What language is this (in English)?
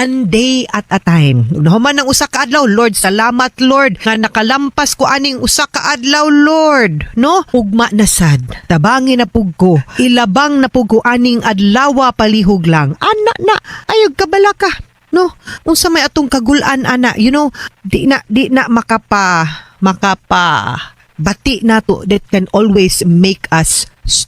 Cebuano